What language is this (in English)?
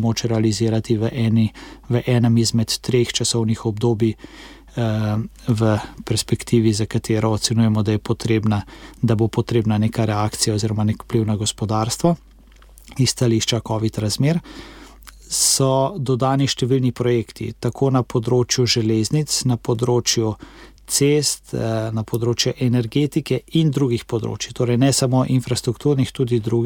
Slovenian